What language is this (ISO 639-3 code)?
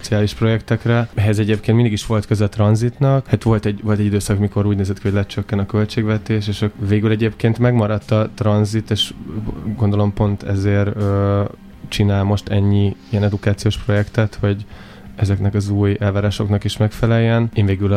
hun